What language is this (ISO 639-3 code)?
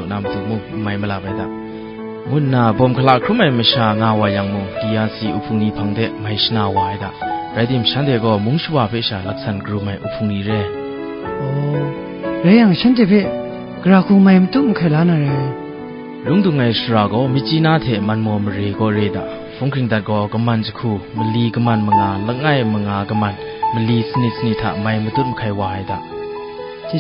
kac